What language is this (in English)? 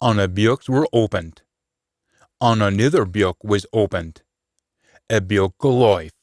Scots